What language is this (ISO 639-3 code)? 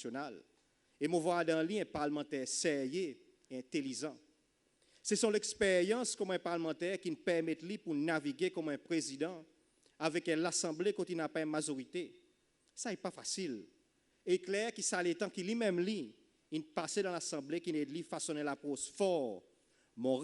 crs